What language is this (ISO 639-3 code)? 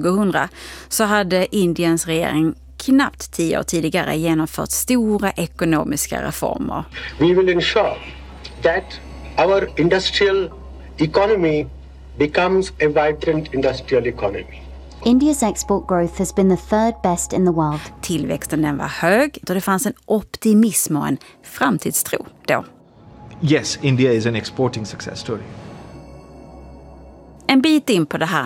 swe